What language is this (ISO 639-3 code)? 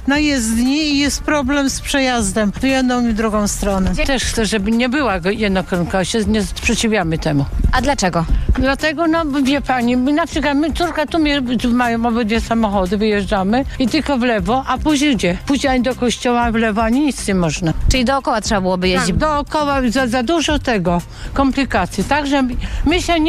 pol